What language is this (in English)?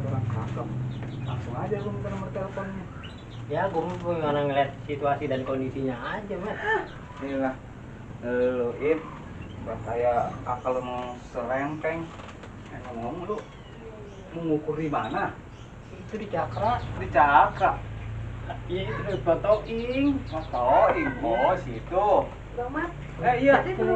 Betawi